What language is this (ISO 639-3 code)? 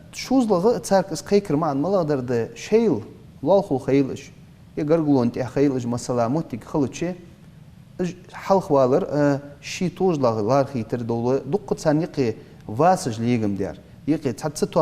inh